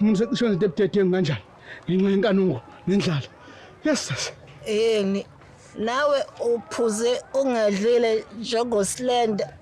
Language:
Zulu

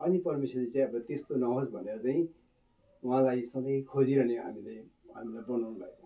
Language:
Nepali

